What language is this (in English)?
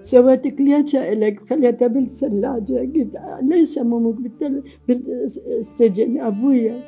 Mesopotamian Arabic